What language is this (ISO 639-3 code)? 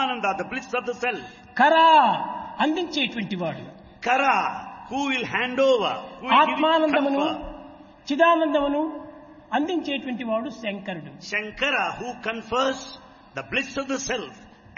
tel